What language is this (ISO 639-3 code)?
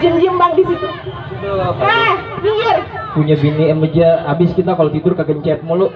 bew